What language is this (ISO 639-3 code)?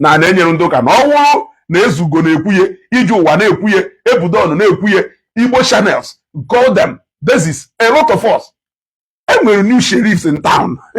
ibo